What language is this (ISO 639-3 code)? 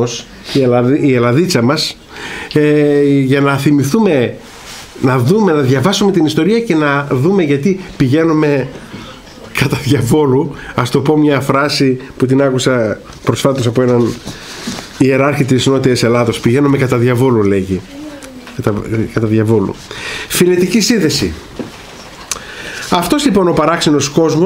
ell